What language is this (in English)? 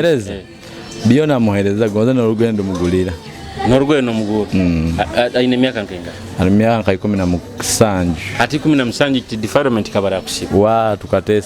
Nyoro